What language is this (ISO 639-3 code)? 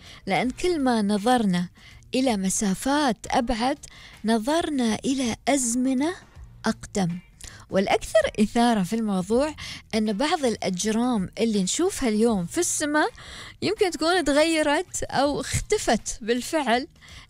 afb